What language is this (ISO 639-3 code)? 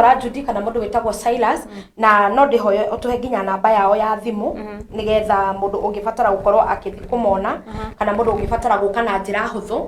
kik